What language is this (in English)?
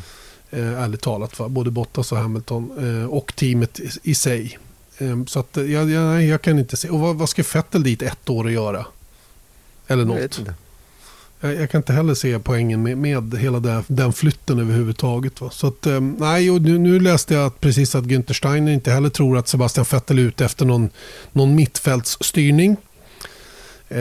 Swedish